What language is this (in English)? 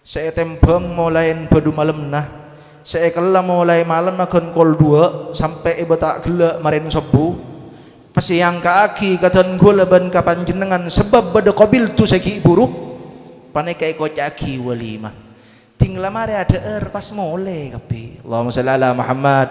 Madurese